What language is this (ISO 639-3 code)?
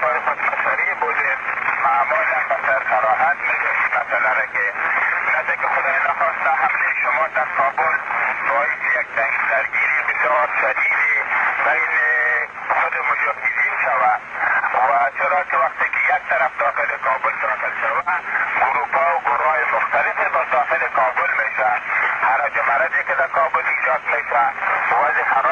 fas